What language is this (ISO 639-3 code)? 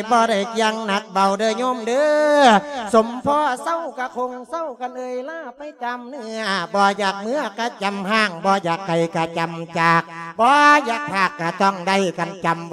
lao